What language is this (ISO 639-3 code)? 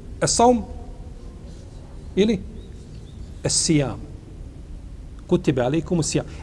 bos